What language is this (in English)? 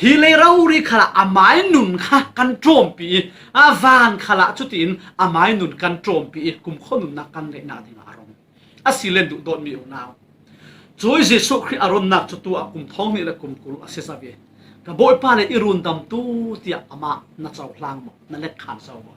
Falam Chin